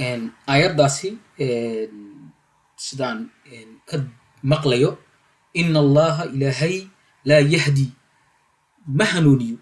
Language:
Somali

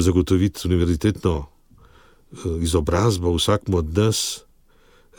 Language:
Slovenian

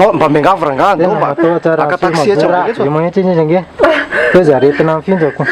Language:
Malagasy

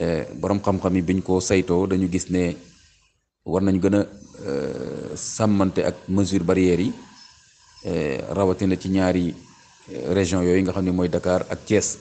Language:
Wolof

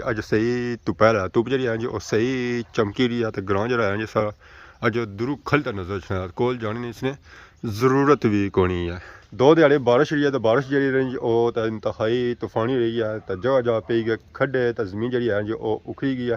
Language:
Pahari-Potwari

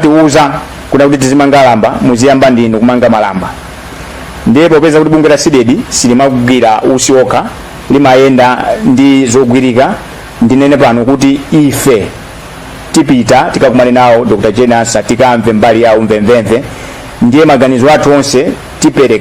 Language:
Nyanja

